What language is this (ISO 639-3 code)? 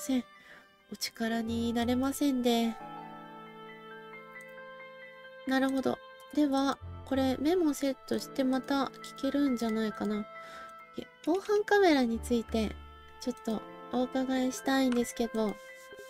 jpn